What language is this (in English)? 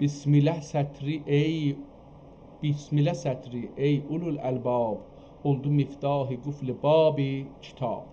South Azerbaijani